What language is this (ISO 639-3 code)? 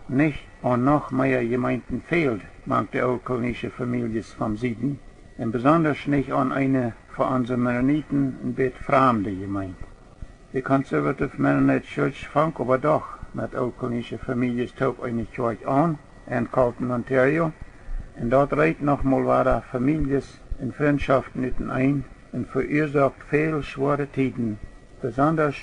pdt